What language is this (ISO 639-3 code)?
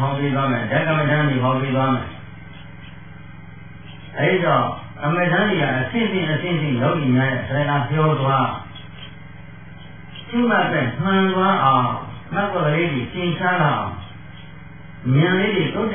mya